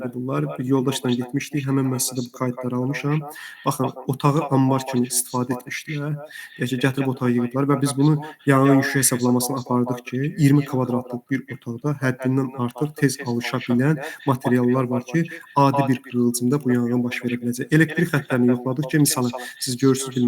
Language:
Azerbaijani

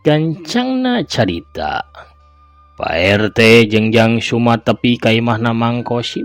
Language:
Sundanese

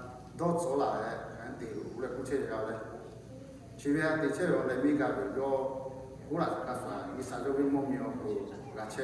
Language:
Lahu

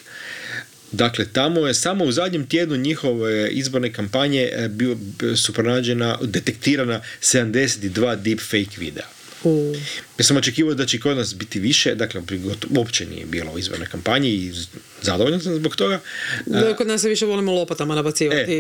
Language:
Croatian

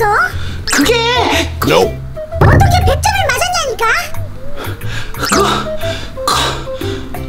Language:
Korean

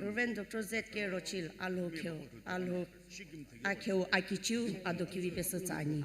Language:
Sumi Naga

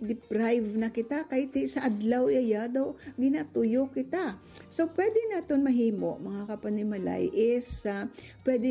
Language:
Hiligaynon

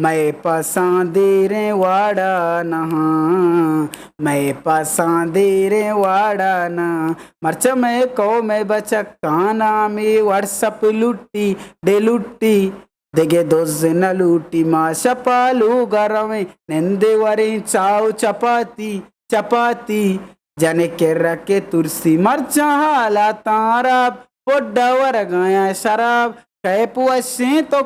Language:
Eastern Balochi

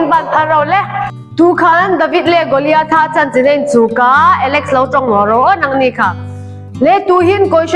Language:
Hmar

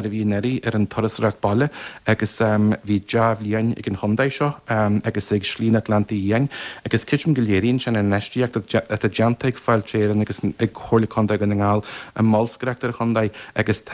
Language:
Irish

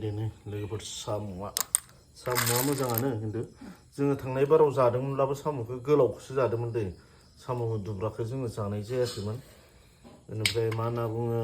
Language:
Bodo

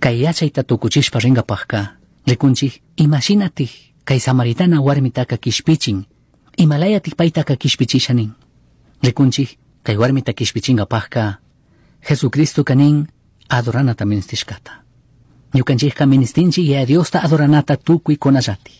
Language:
Chimborazo Highland Quichua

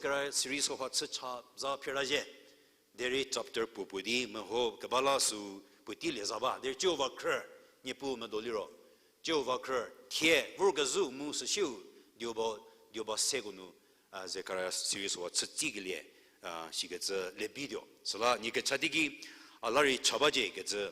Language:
Angami Naga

